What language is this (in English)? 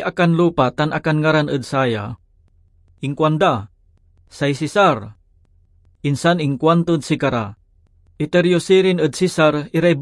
Pangasinan